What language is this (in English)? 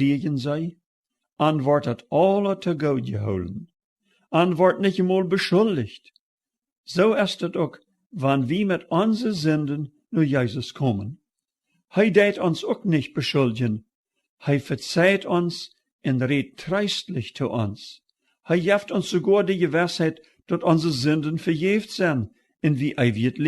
Plautdietsch